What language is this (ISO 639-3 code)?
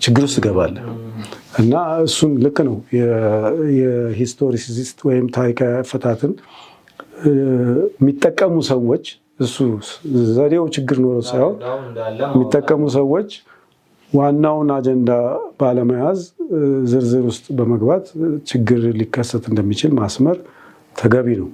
amh